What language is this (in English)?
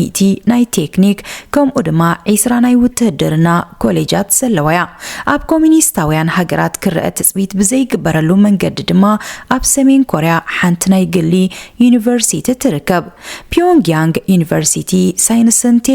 Tigrinya